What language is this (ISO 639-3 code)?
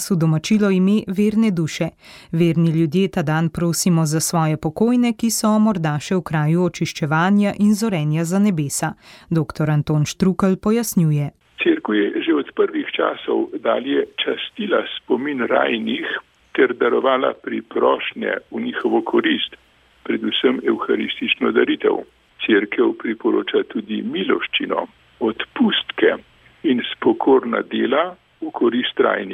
slv